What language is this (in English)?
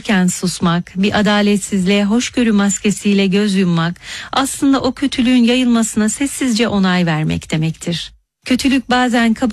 Turkish